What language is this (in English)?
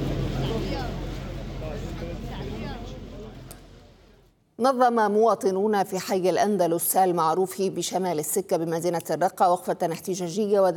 Arabic